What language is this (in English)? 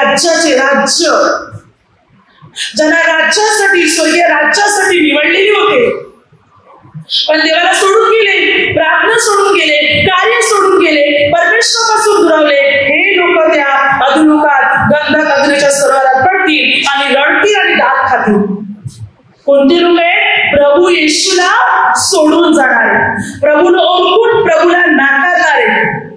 Marathi